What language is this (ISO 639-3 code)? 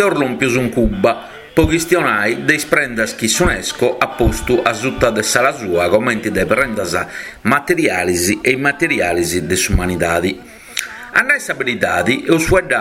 srd